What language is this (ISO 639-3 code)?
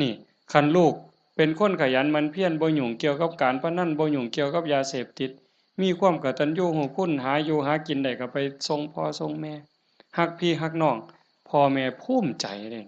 tts